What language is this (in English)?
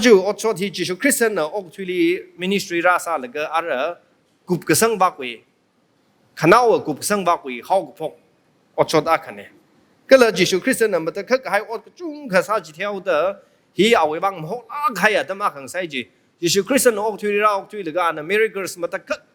Tangkhul Naga (India)